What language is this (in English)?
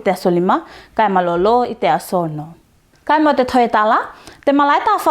Tuvalu